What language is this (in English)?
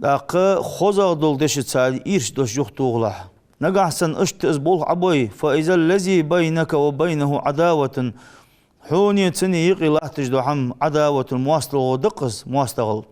Ingush